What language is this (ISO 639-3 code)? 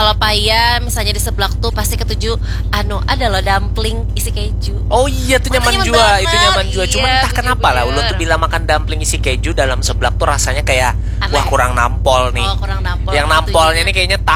bjn